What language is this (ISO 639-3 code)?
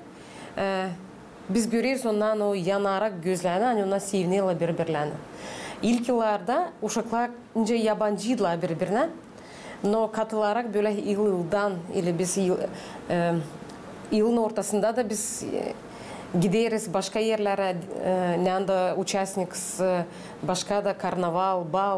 gag